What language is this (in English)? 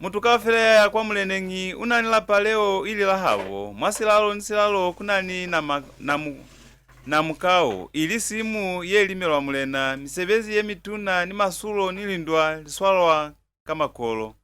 Lozi